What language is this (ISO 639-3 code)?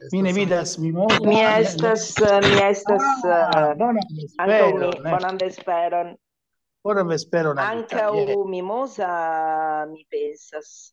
epo